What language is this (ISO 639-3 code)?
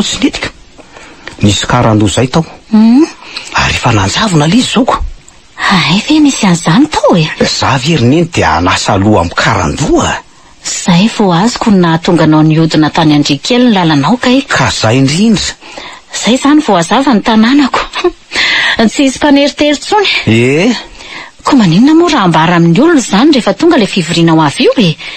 mlg